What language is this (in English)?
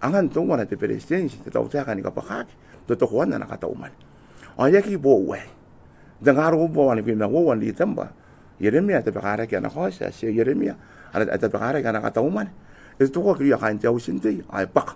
Gilbertese